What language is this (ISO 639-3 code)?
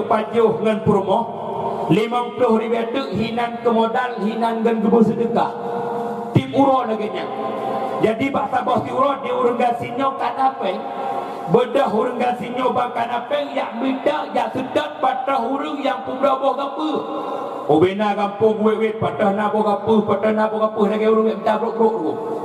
ace